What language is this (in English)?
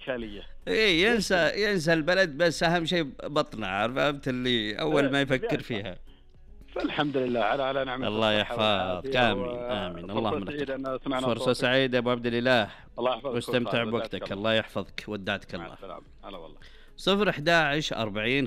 Najdi Arabic